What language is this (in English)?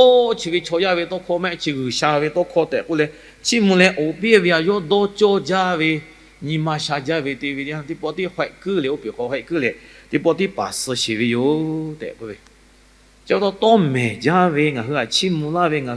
Lahu